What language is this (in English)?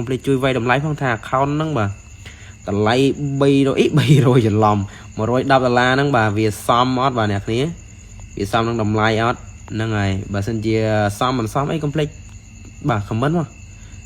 Khmer